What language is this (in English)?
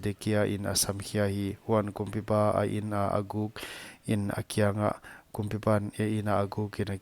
Paite Chin